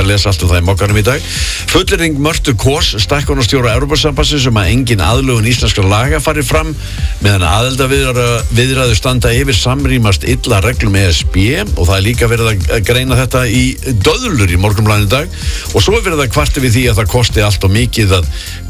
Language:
Icelandic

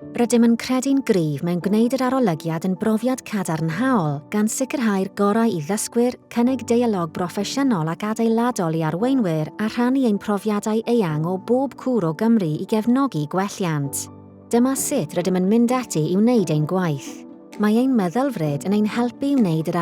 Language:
Welsh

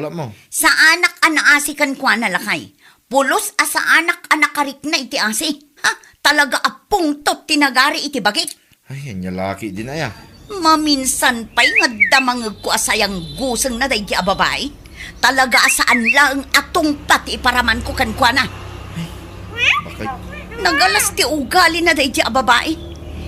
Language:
Iloko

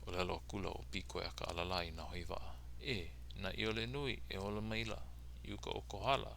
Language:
Hawaiian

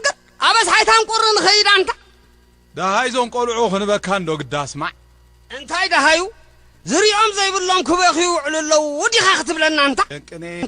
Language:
Tigrinya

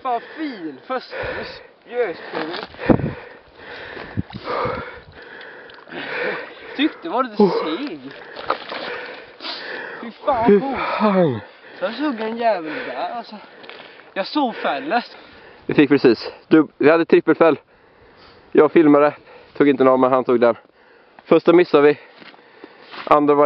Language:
Swedish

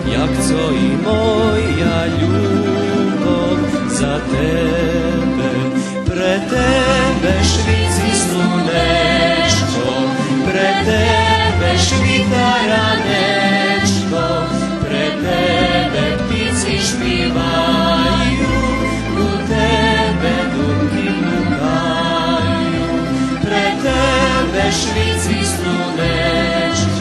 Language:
Rusyn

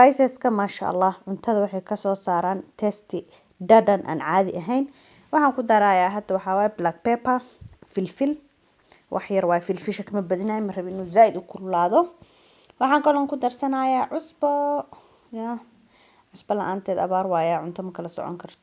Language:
Somali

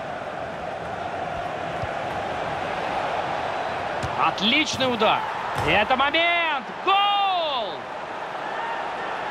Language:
Russian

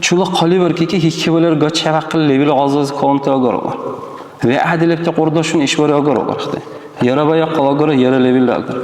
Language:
Dargwa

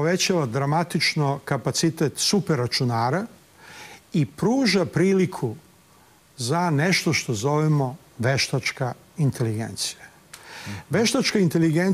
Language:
Serbian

